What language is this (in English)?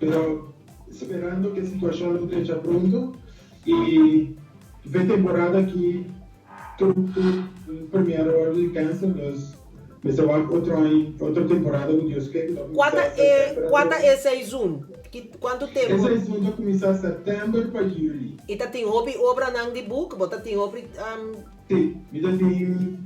Papiamento